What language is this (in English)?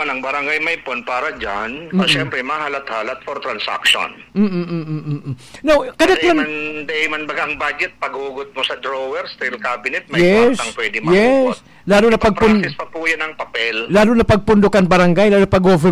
Bikol